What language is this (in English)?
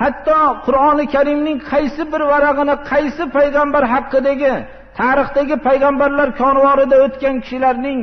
Uzbek